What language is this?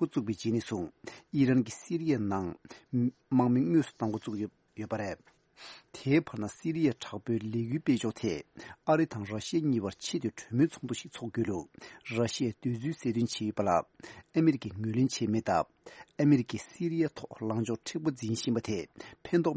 Tibetan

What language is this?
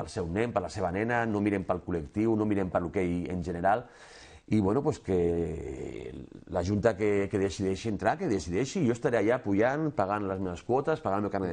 Catalan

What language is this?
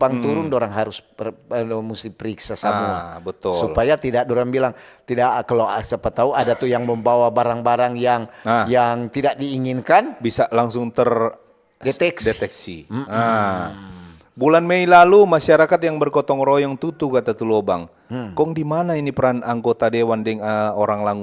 Manado Malay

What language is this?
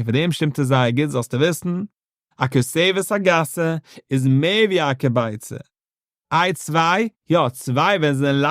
Yiddish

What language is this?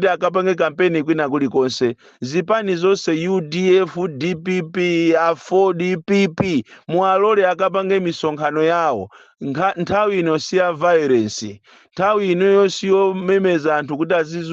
Nyanja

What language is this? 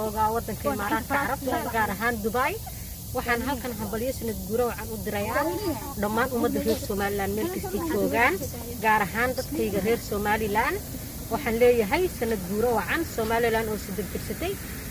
Somali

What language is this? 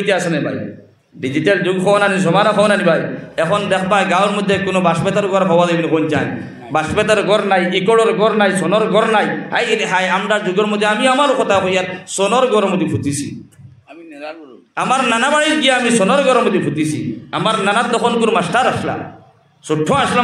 Sylheti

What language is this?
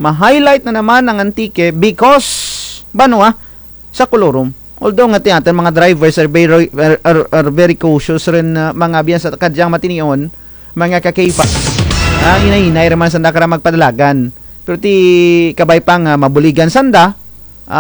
Kinaray-a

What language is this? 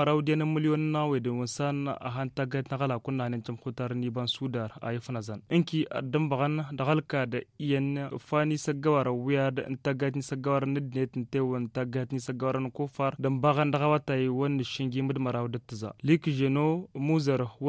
Tamasheq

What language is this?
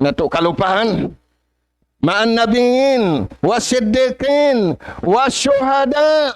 Tausug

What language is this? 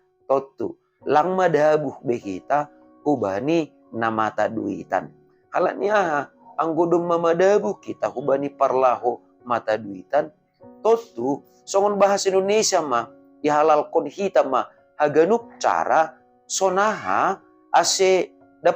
Batak Simalungun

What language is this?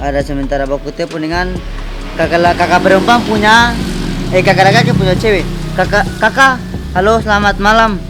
Ambonese Malay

